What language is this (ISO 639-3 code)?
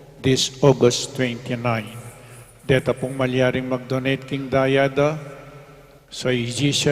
pam